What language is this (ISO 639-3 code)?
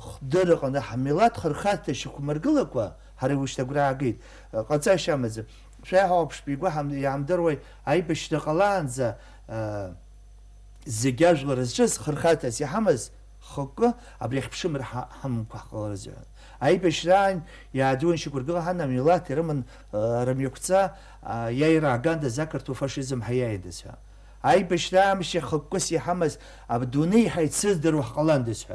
abk